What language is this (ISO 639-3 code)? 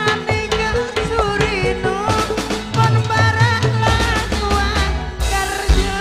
mad